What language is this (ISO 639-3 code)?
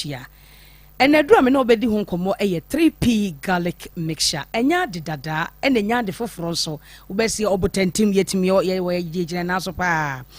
aka